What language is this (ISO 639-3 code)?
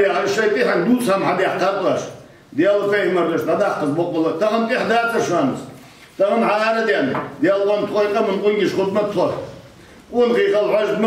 inh